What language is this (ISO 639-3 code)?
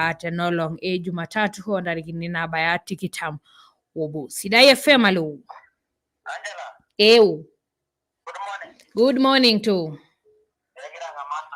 mas